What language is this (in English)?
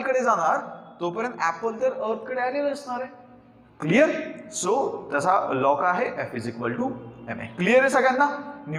Marathi